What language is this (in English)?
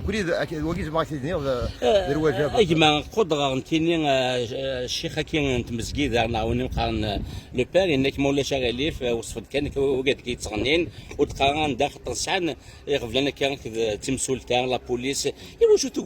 Kabyle